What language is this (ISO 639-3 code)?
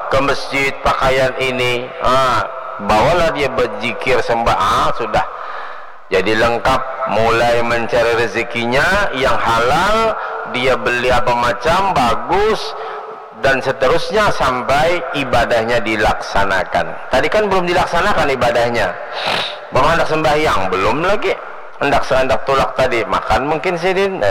bjn